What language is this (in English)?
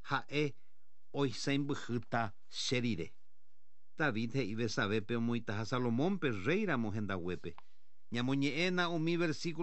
Guarani